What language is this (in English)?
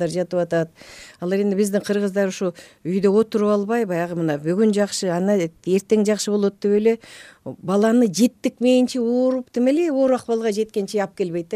Kyrgyz